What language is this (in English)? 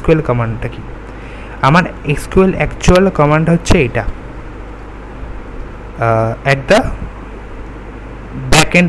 Bangla